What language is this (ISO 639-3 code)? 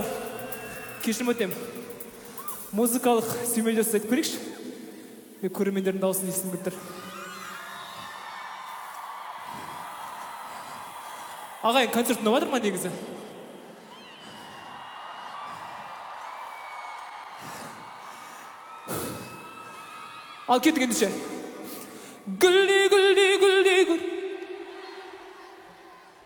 kaz